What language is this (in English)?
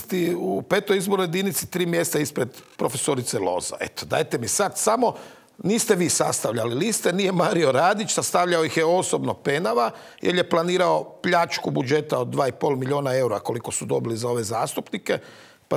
Croatian